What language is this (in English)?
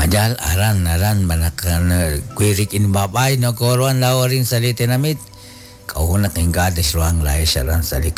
Kekchí